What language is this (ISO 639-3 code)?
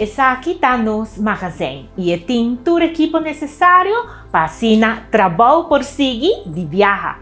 pap